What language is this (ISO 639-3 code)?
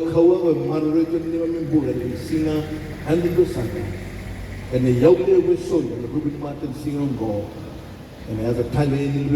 fij